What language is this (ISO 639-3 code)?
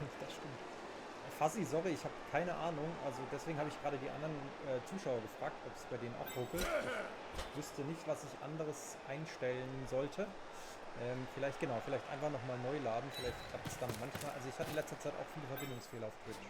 gsw